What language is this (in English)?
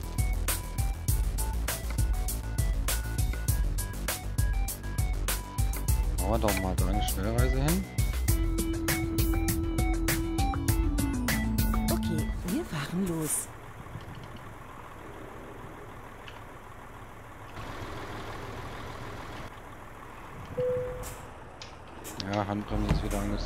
German